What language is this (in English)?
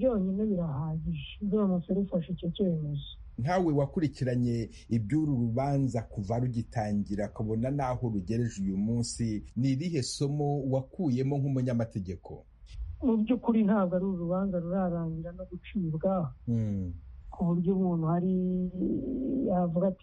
Kinyarwanda